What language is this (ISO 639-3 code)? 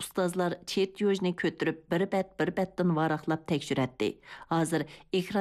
uig